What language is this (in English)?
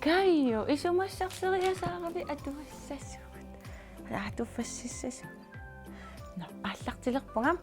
Kalaallisut